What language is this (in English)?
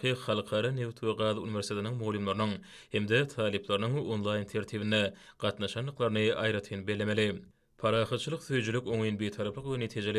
Turkmen